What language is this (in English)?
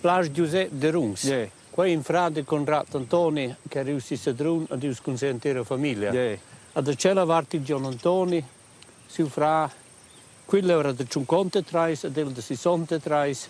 Romansh